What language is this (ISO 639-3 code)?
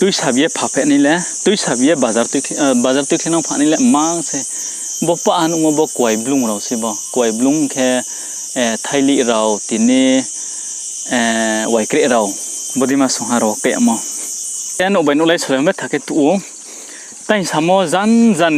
ria